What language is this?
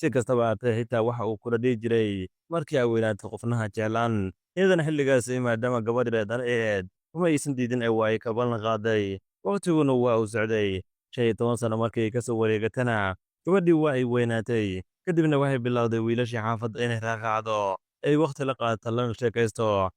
Somali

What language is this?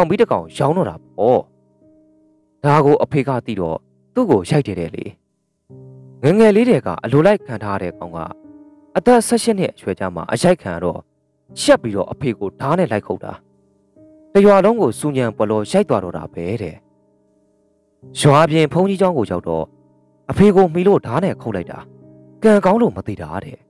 Burmese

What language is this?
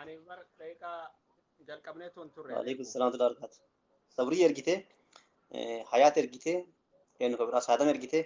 Oromo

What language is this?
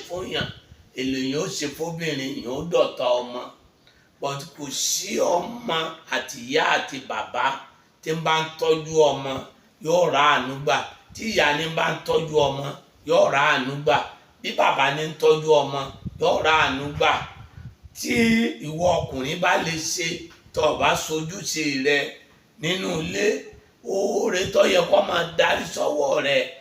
Yoruba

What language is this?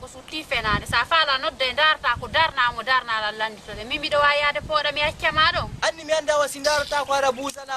Fula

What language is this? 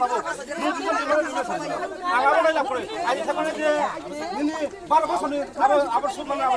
Riang (India)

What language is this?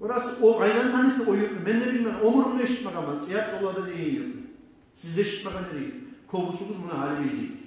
Kumyk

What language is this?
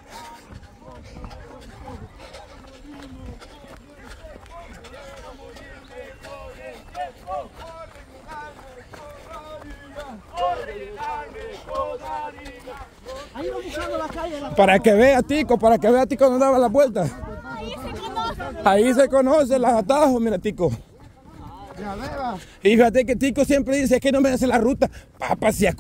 Spanish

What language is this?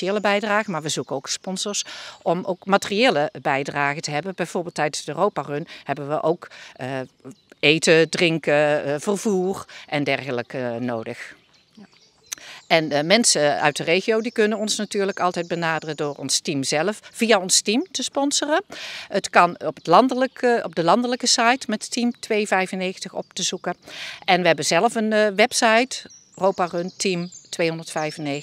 Dutch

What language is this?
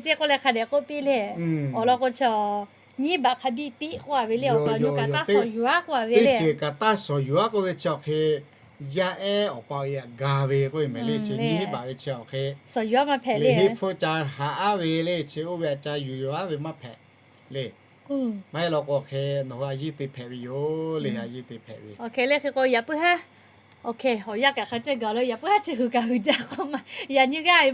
Lahu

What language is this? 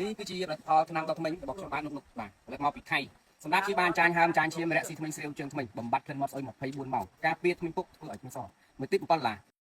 Khmer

